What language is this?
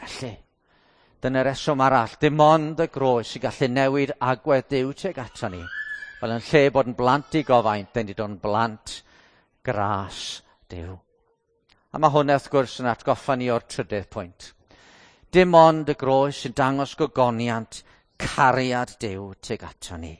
Welsh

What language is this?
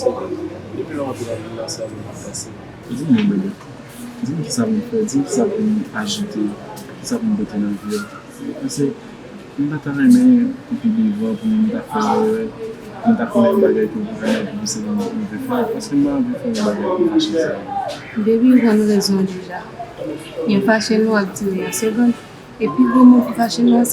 Haitian Creole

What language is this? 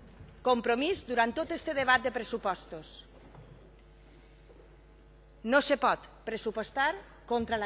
Catalan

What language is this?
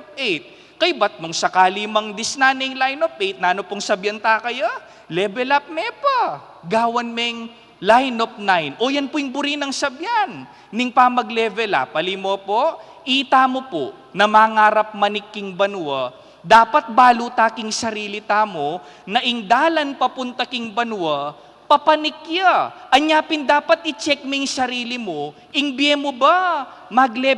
Pampanga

